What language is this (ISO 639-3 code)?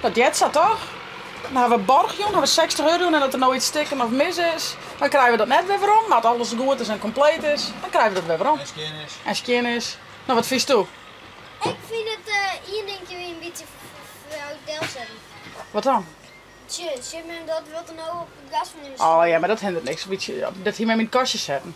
fry